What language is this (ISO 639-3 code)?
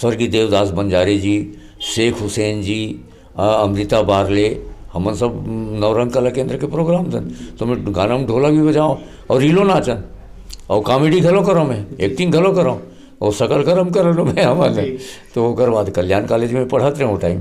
hne